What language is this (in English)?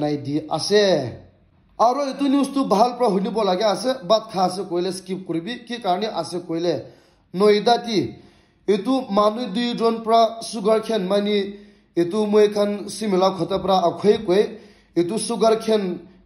Naga Pidgin